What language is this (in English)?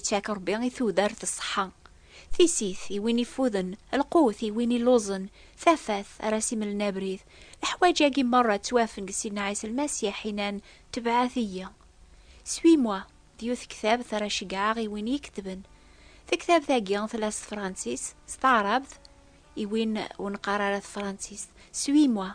Kabyle